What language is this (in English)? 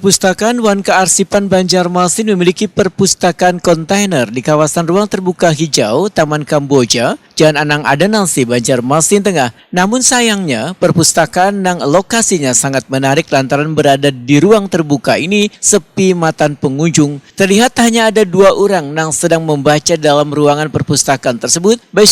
Banjar